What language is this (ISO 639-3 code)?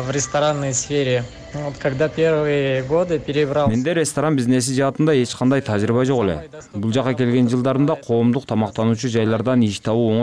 kir